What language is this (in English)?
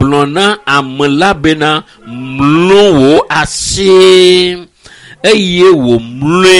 Ewe